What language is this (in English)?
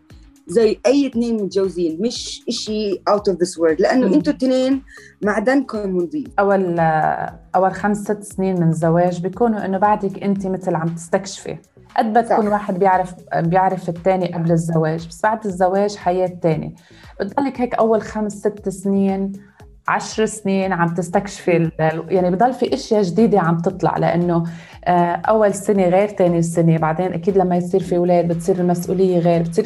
North Levantine Arabic